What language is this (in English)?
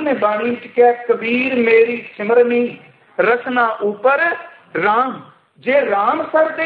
Punjabi